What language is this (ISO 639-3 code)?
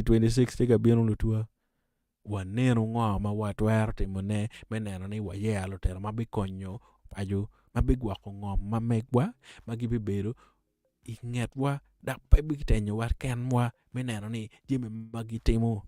ach